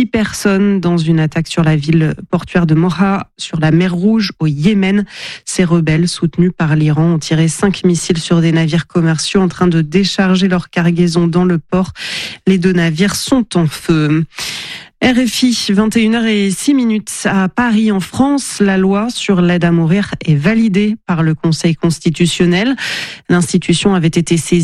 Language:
French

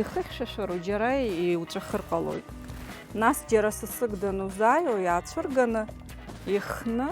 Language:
Abkhazian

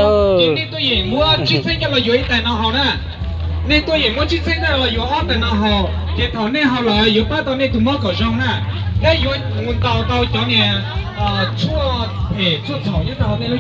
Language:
Hmong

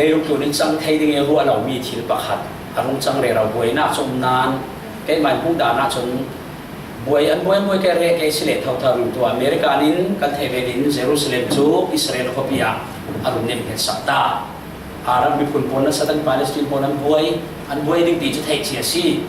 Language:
Falam Chin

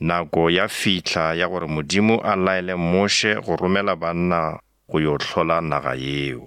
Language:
Northern Sotho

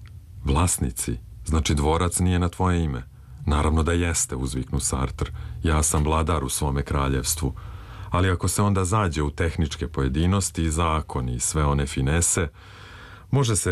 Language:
Serbian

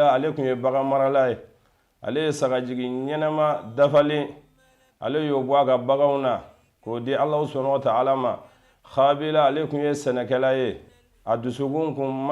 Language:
Bambara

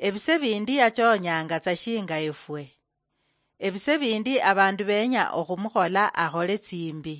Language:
Luyia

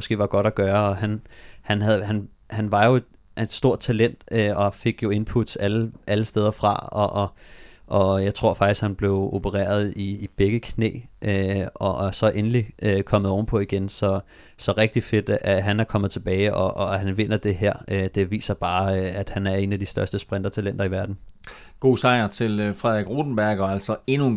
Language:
Danish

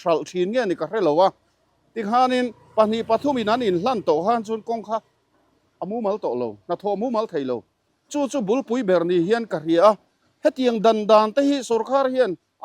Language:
Mizo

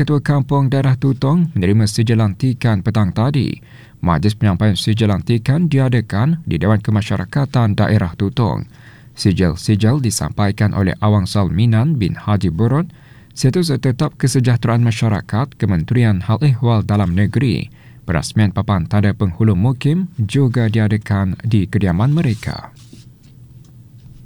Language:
Malay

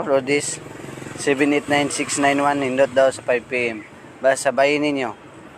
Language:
Cebuano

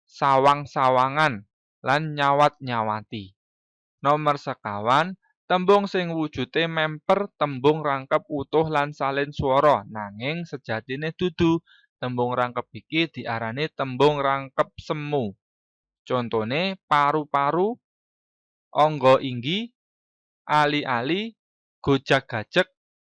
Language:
Javanese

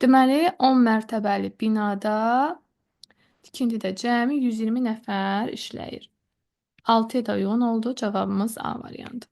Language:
Azerbaijani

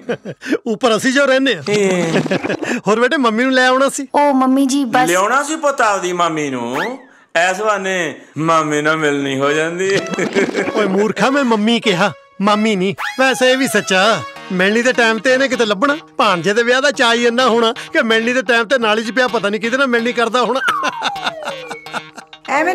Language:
Punjabi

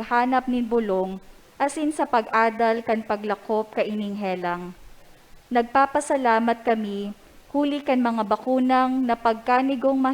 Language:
Bikol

